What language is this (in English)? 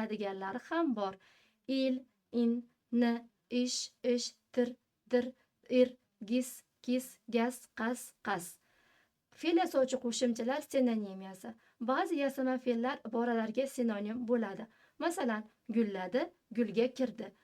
Uzbek